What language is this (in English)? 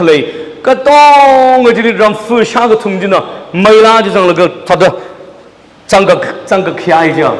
Tangkhul Naga (India)